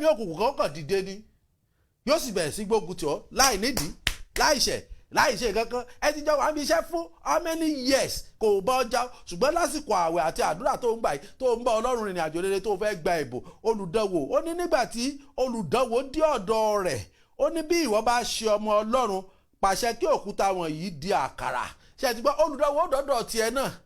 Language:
Yoruba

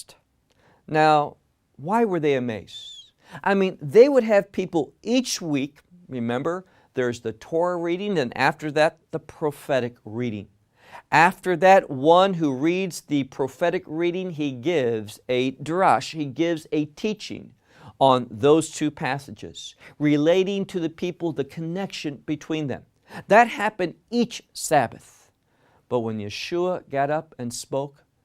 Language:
English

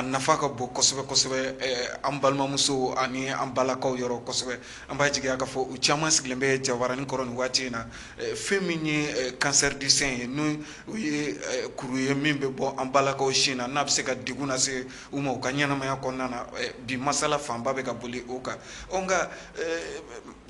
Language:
Bambara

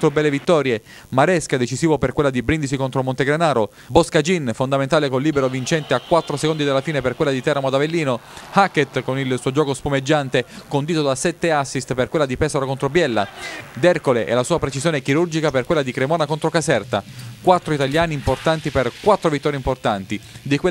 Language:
Italian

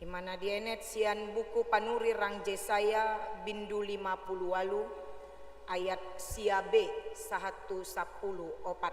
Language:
Batak Toba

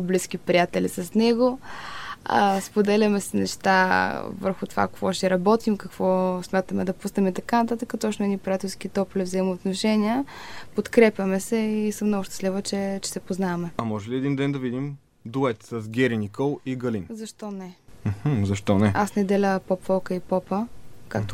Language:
Bulgarian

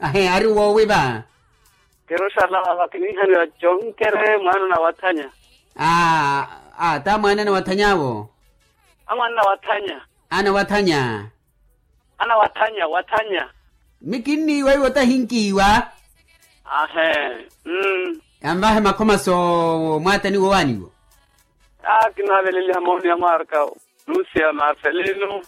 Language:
Makhuwa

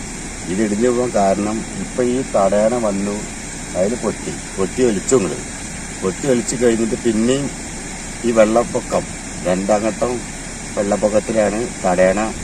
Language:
Malayalam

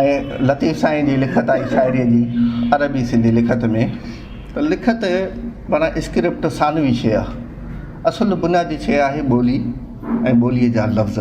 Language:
Sindhi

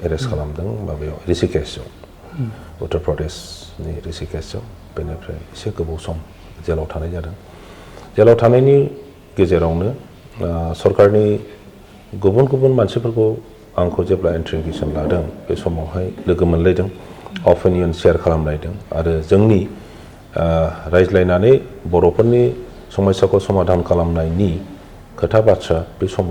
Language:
Bodo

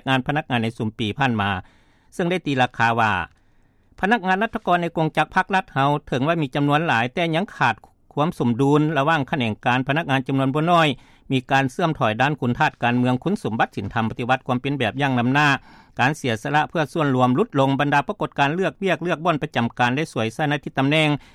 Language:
Lao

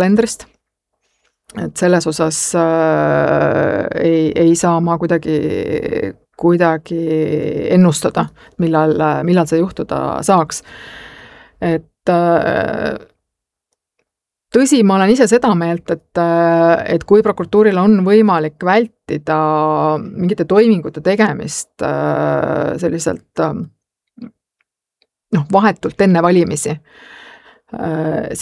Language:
Estonian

